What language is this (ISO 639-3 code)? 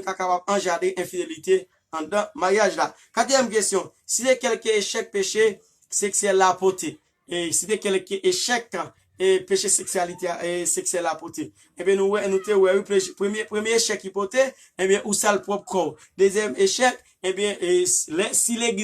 hat